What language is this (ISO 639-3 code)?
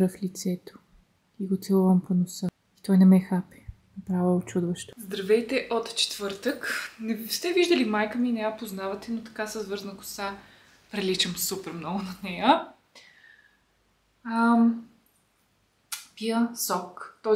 bul